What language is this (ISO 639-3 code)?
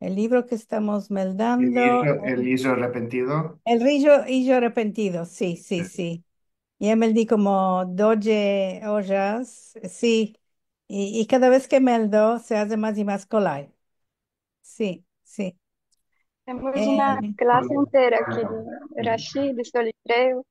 lad